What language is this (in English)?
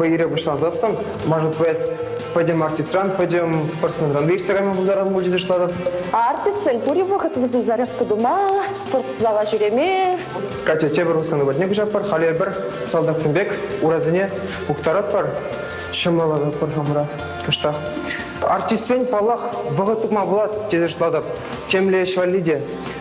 Chuvash